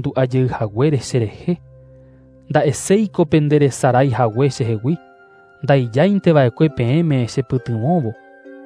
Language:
Guarani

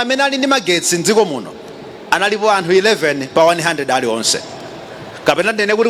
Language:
Nyanja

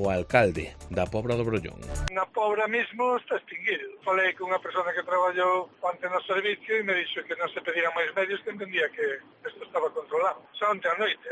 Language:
Galician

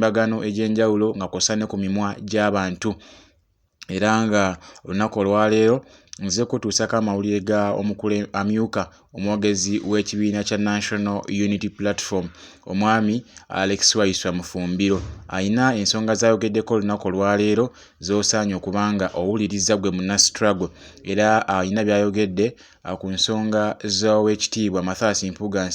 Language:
Ganda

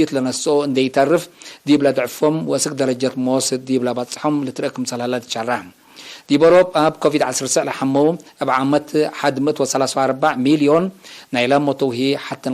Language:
Tigre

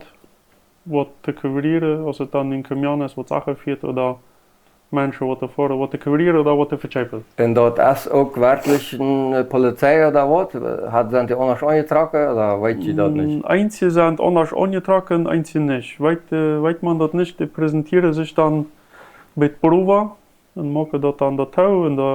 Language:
Plautdietsch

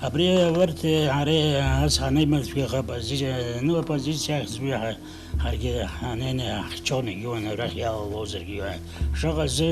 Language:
Abkhazian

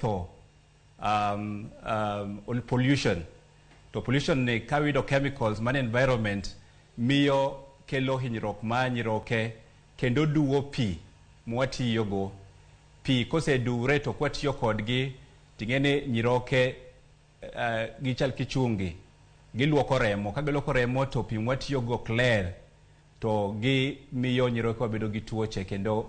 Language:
Luo (Kenya and Tanzania)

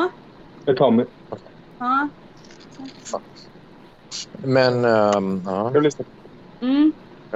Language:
Swedish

